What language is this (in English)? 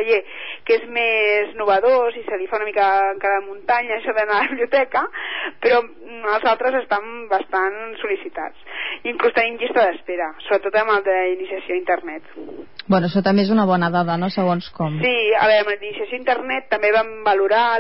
Catalan